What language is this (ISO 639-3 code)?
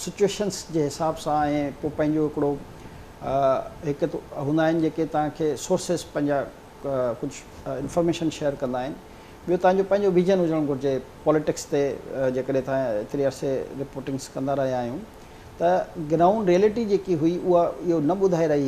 snd